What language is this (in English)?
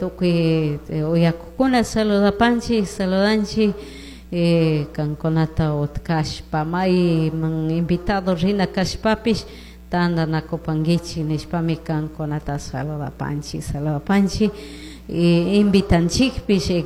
Chimborazo Highland Quichua